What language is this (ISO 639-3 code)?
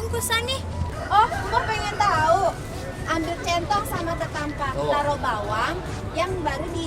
bew